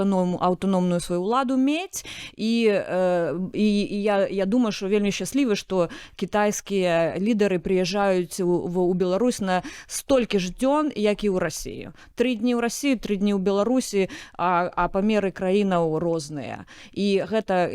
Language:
Belarusian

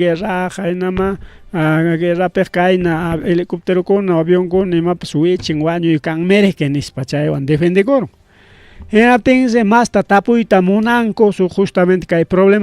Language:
Ayacucho Quechua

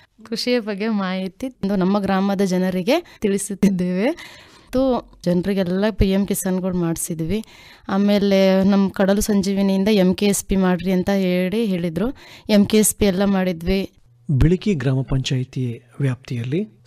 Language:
Kannada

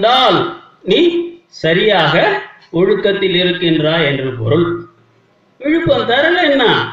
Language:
Tamil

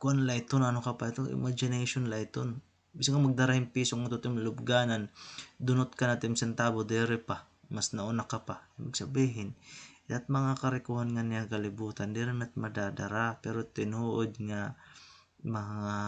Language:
Waray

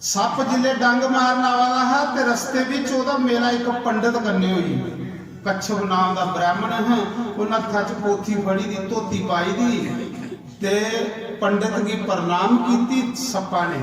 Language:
Dogri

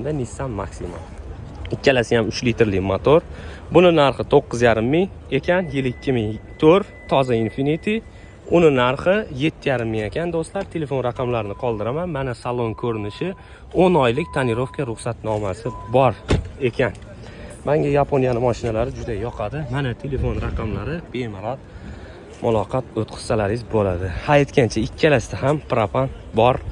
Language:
Uzbek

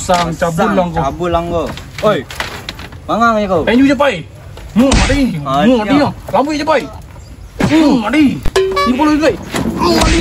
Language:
Minangkabau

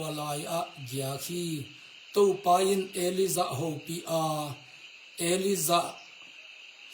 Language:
Tedim Chin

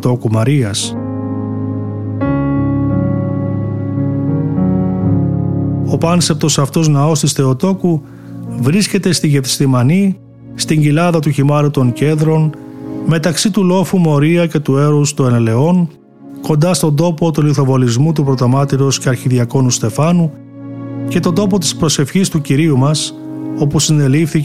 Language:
Greek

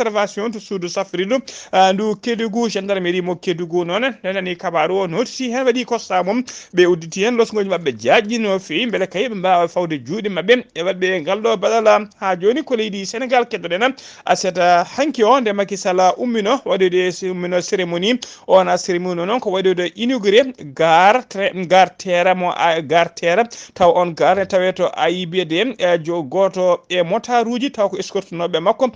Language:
Fula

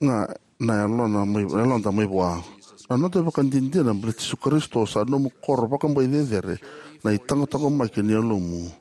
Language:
Fijian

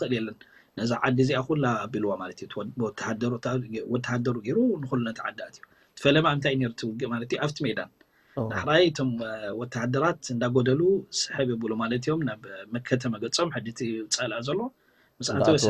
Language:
Tigrinya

